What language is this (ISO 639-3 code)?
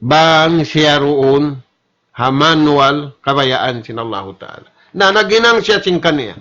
tsg